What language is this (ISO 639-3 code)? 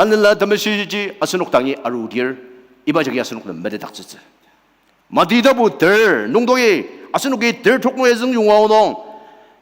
njo